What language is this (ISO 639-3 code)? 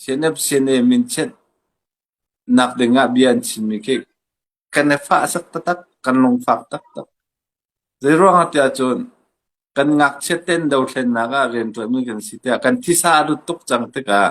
cnh